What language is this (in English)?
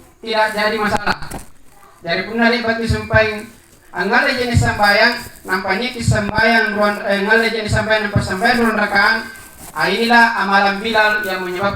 Makasar